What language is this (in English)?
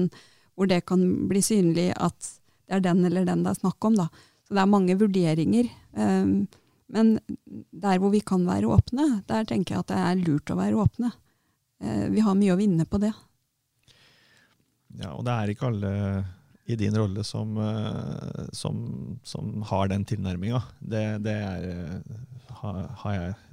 Norwegian